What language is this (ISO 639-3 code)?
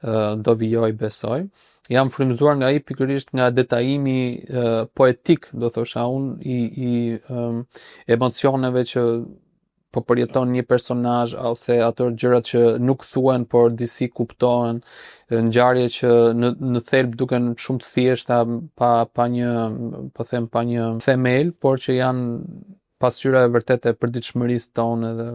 sqi